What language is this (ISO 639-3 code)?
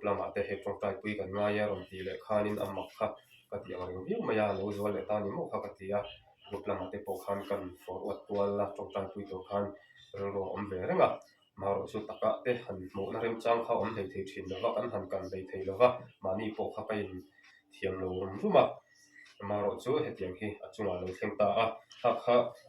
lus